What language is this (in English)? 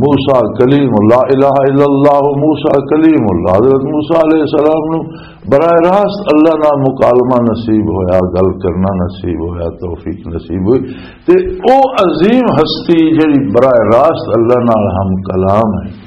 Western Panjabi